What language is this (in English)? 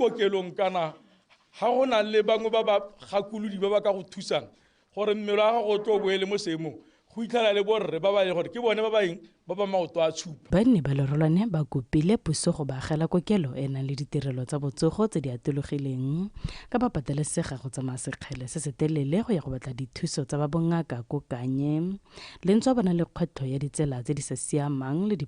Tswana